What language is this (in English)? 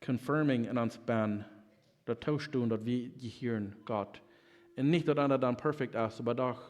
Plautdietsch